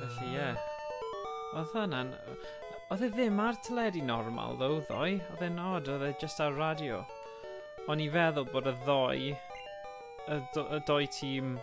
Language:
Welsh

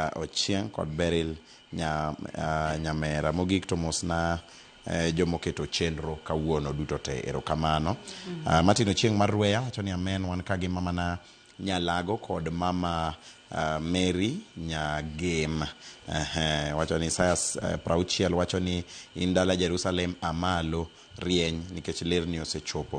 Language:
Luo (Kenya and Tanzania)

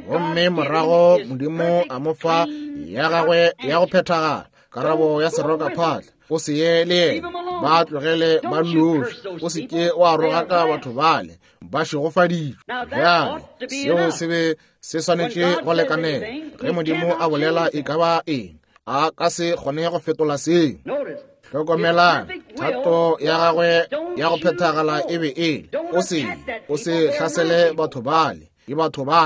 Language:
Northern Sotho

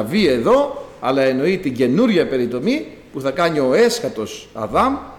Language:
Greek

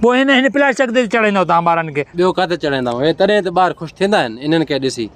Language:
Sindhi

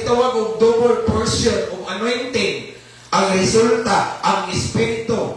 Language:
Cebuano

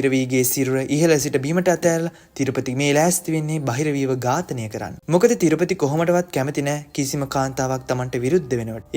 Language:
Sinhala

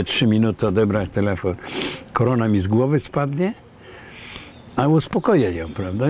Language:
Polish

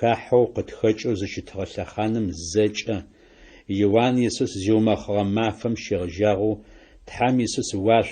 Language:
Adyghe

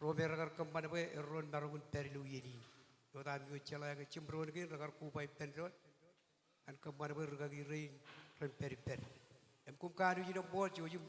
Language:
Marshallese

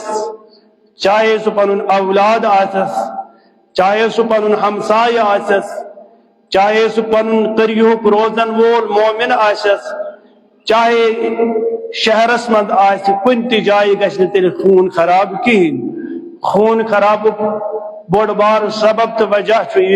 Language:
Kashmiri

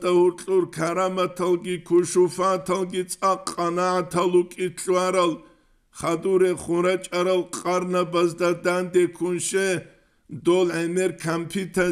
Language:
Avaric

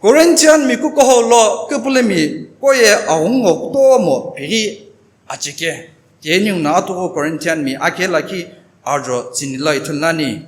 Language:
Sumi Naga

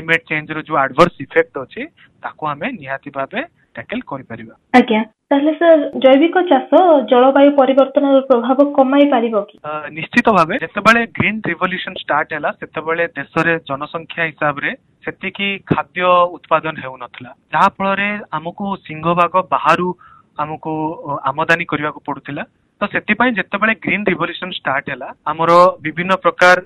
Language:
Odia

